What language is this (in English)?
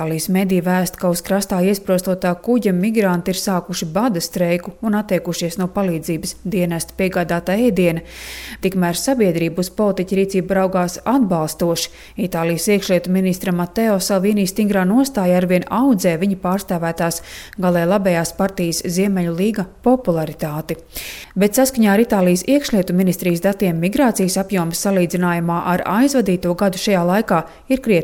Latvian